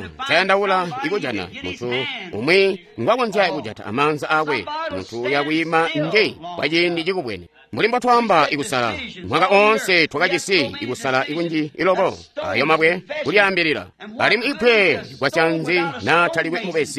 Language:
Tonga (Zambia)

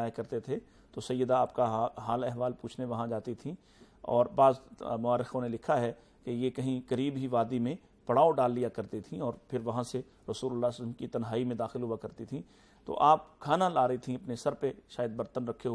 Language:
Urdu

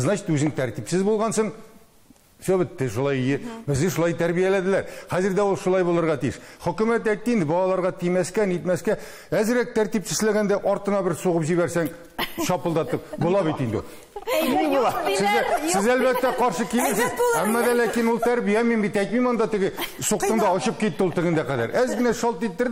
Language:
Tatar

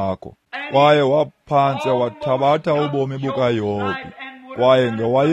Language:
Xhosa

